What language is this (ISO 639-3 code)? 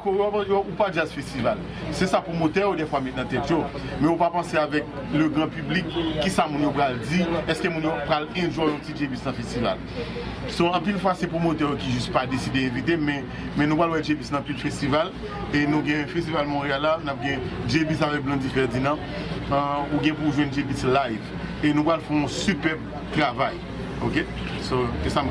hat